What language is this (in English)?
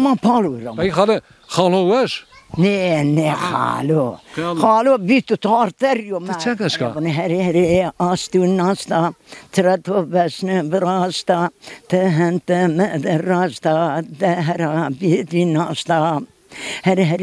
Zaza